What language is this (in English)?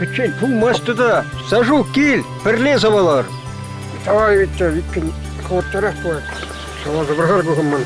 Chuvash